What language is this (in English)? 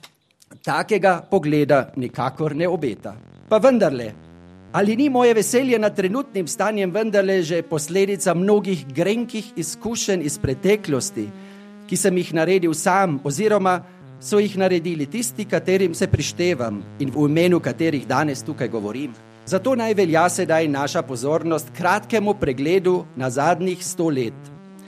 Slovenian